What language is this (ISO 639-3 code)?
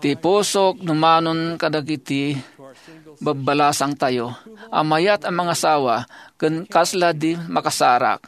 ilo